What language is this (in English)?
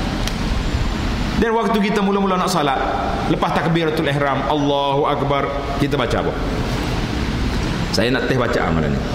Malay